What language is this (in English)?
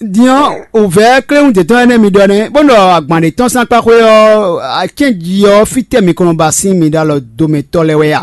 Fon